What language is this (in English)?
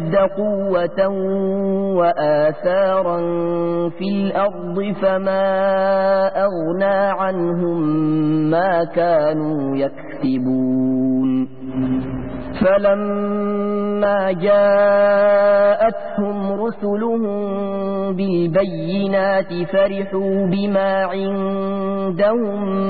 Arabic